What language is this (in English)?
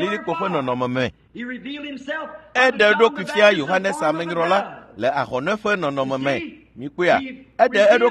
Ewe